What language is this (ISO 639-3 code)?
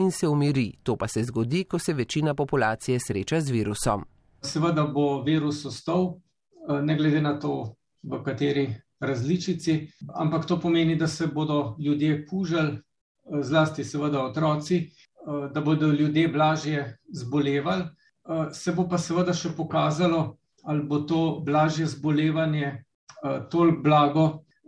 slv